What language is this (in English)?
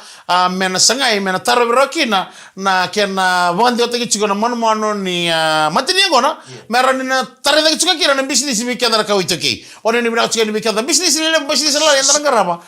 Fijian